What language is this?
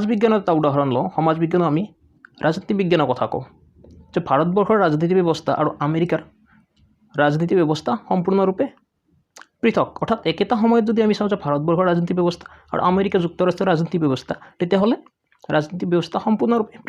Assamese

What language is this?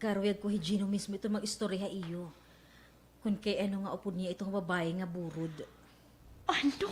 Waray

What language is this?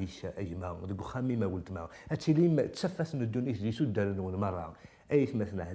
Kabyle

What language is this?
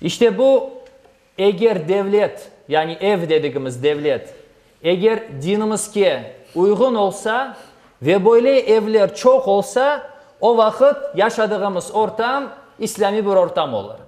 Crimean Tatar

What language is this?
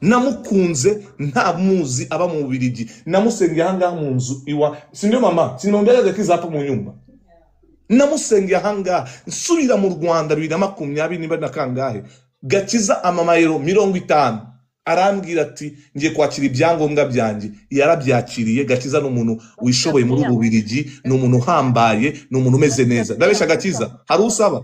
Kinyarwanda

